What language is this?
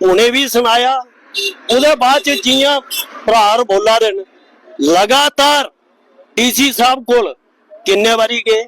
Dogri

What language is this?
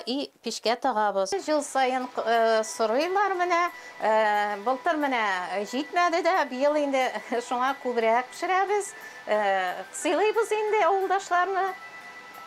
Tatar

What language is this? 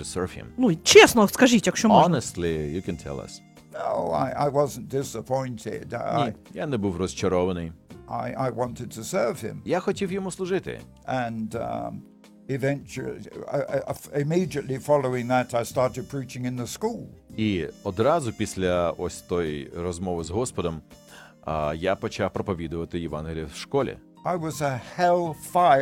Ukrainian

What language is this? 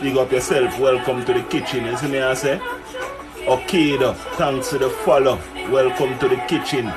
Jamaican Creole English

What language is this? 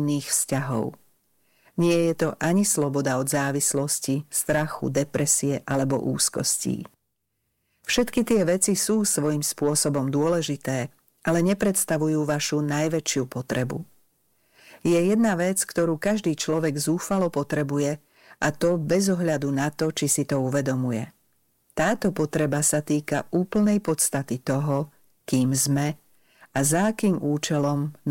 Slovak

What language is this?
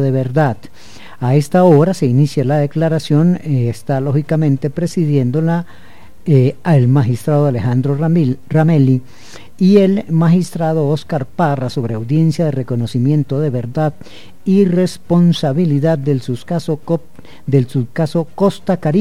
Spanish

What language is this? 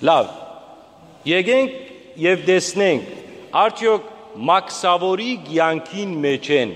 Western Armenian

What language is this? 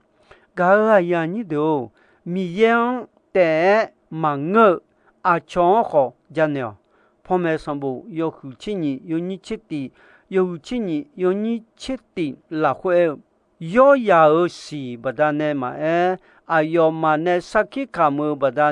Akha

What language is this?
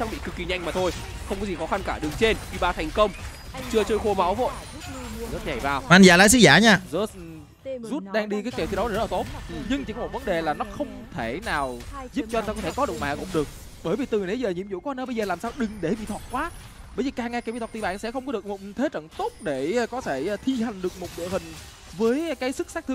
Vietnamese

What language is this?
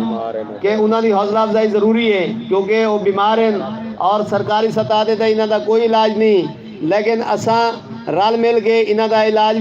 Saraiki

